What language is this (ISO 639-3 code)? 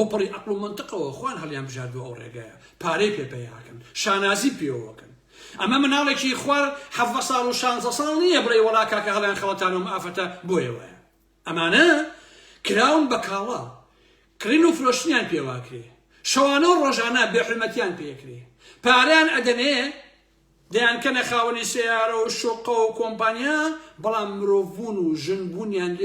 ckb